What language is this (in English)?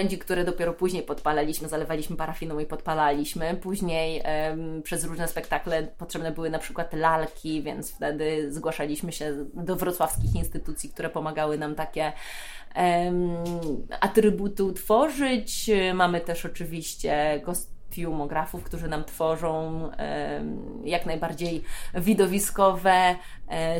Polish